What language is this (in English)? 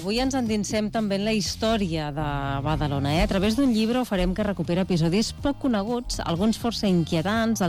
Catalan